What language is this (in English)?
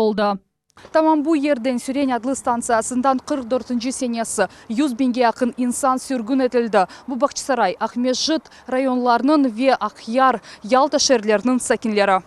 Crimean Tatar